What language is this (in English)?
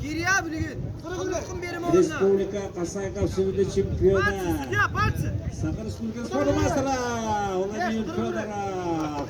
Yakut